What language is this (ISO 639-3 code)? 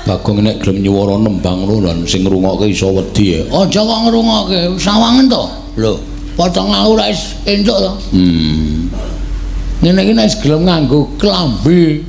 jav